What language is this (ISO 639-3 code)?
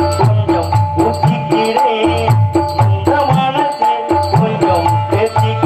tam